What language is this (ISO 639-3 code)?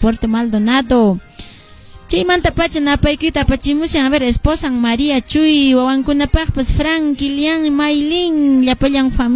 que